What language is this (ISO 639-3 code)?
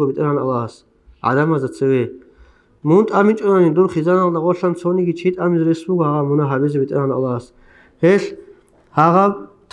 ava